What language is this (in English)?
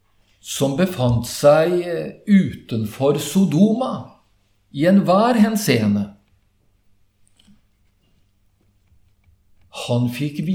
Norwegian